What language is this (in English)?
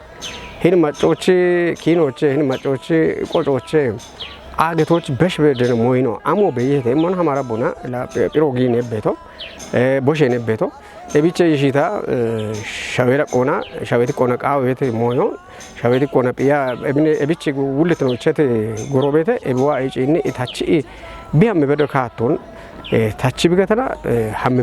Kafa